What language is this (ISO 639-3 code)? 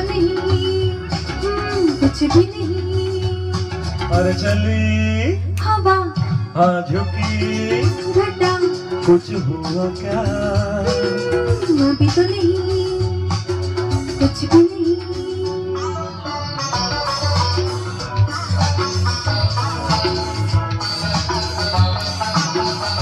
hin